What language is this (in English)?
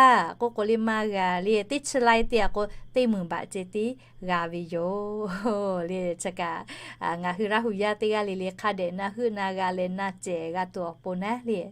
Lahu